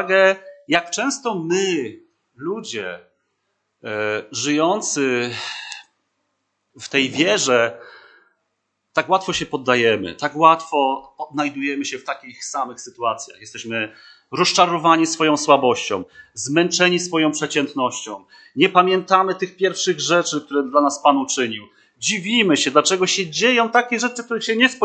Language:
Polish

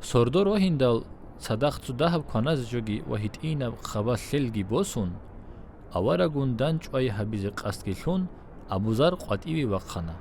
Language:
Avaric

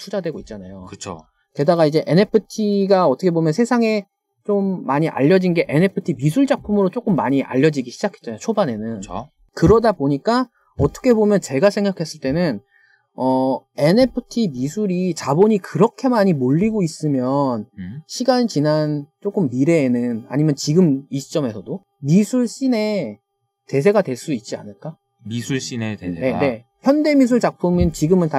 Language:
Korean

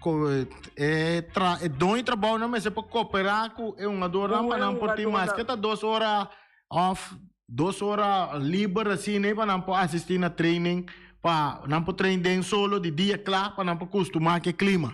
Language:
Papiamento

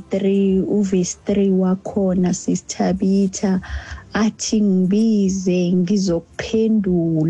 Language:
Xhosa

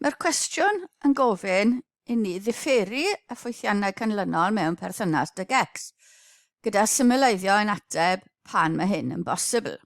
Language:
Welsh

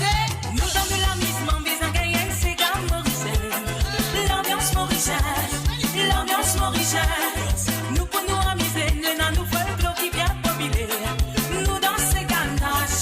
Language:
Morisyen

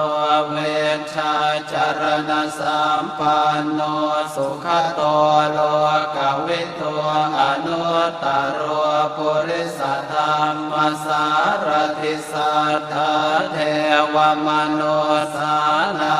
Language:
Pali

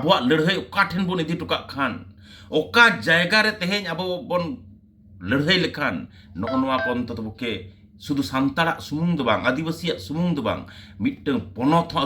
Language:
Santali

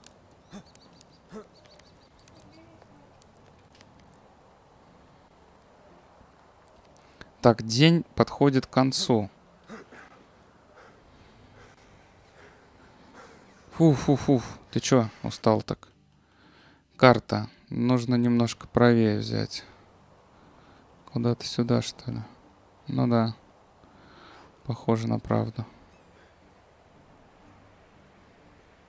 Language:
Russian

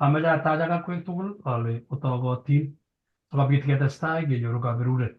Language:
Kalenjin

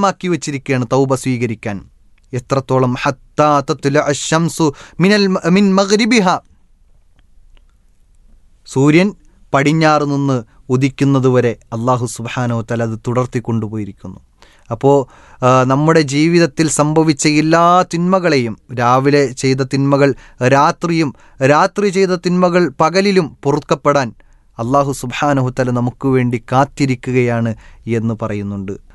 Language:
Malayalam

